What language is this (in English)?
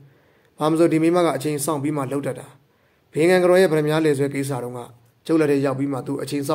Burmese